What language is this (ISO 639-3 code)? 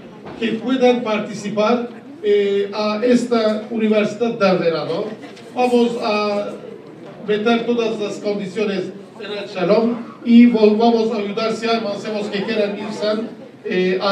lad